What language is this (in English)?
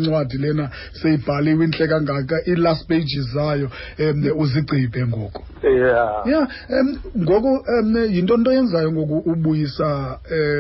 Xhosa